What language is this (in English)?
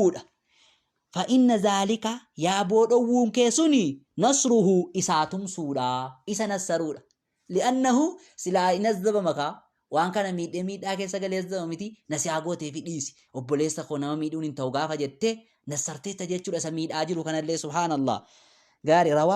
Oromo